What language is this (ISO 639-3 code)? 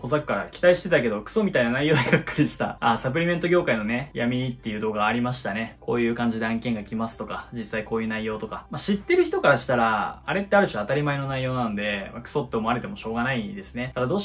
jpn